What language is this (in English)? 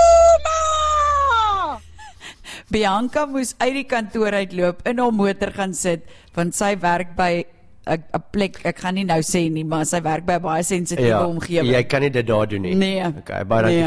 Afrikaans